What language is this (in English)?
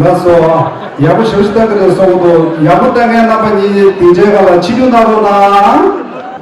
Tibetan